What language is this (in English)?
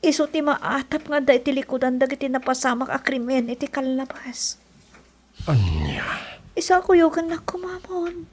Iloko